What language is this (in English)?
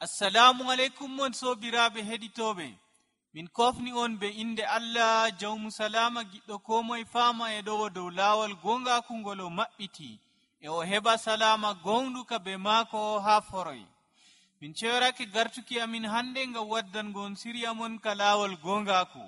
Nigerian Fulfulde